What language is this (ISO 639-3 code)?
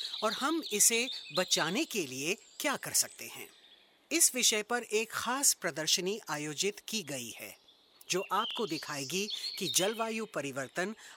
hin